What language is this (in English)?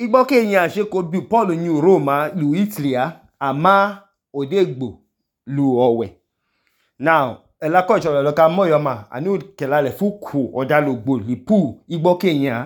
Idoma